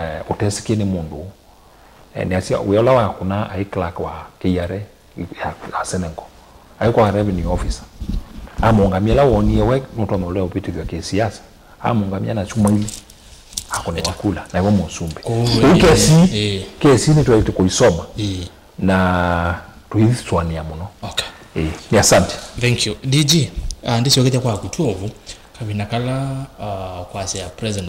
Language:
Kamba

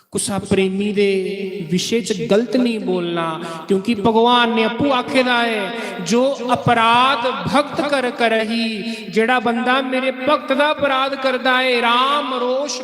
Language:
Dogri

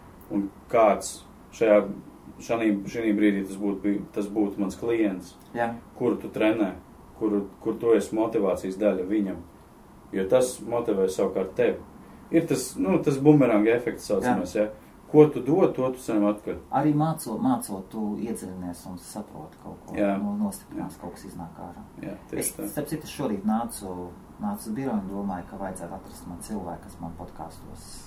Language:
Latvian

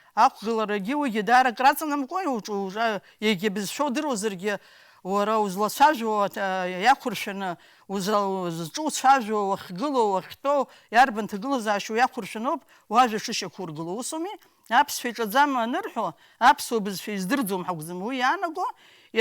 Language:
Abkhazian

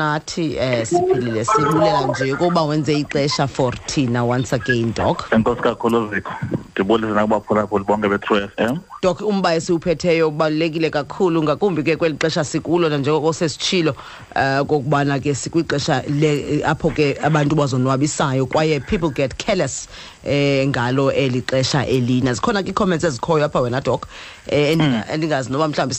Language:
Xhosa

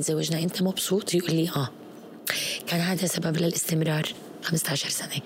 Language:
North Levantine Arabic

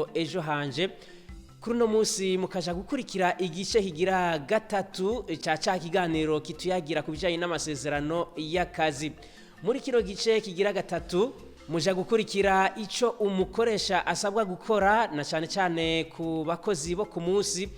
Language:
Rundi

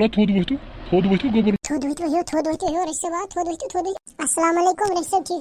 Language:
Kashmiri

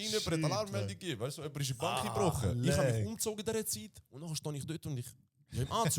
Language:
Swiss German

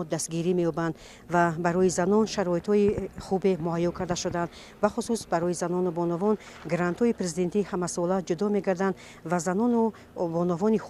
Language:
Tajik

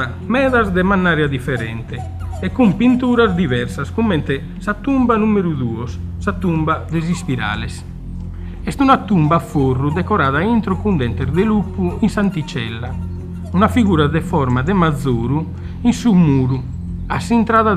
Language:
Sardinian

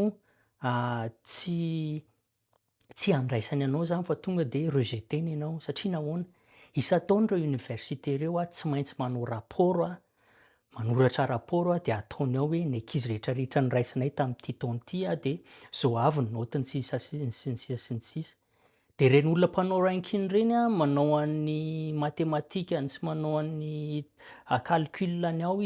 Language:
Malagasy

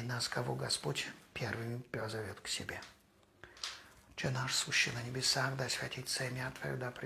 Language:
Russian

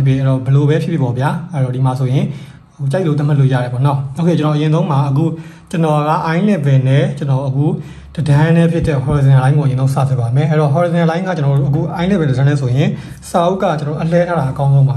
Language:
Burmese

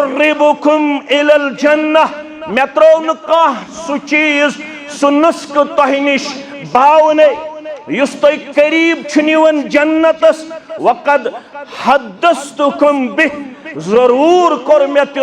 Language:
Kashmiri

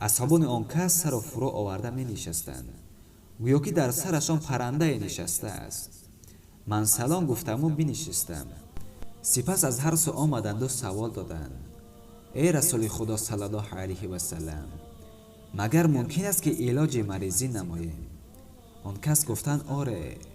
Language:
Tajik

